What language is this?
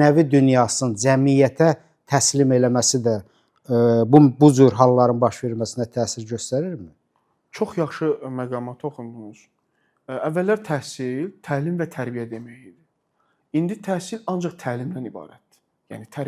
Azerbaijani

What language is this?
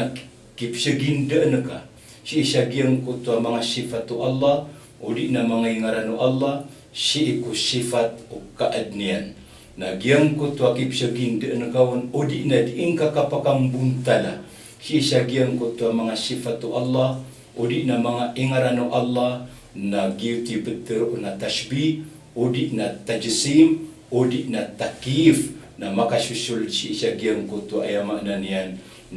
Maranao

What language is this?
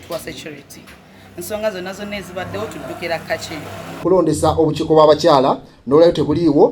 Ganda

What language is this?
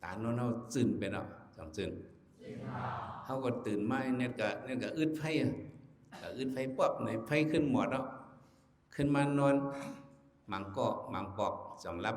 Shan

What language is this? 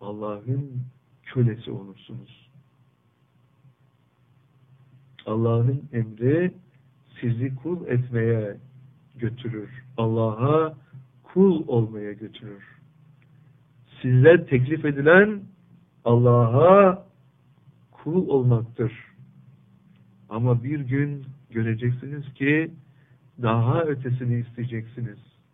Turkish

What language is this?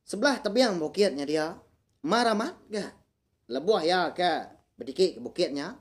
Iban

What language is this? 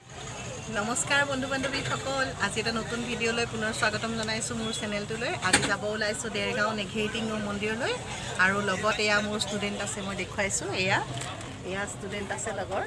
Assamese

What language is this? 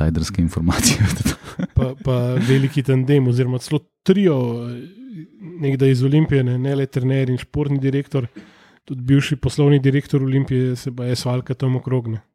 Slovenian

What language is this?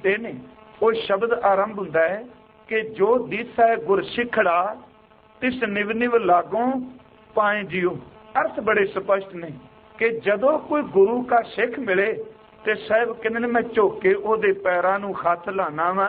Punjabi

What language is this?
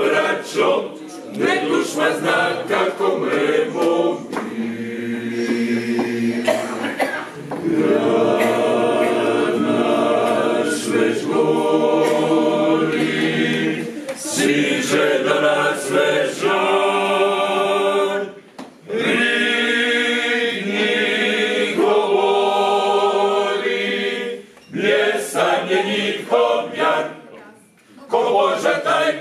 Croatian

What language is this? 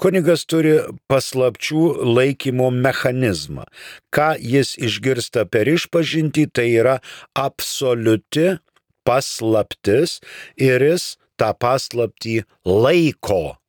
Lithuanian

